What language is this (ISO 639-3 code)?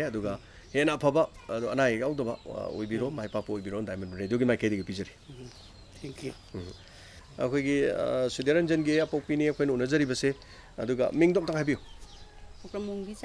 mni